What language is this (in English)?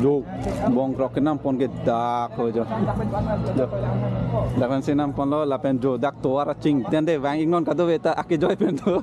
Karbi